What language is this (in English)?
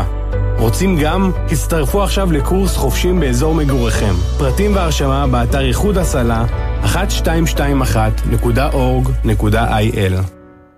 Hebrew